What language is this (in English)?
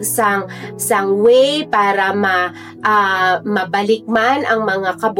Hiligaynon